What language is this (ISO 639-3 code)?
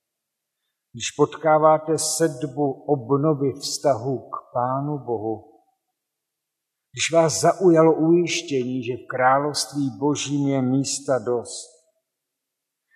ces